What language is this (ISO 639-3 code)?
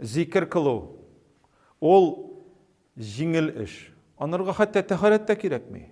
tat